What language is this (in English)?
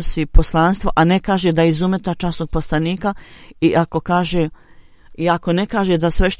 Bosnian